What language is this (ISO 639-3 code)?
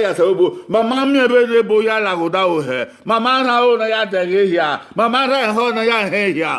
bin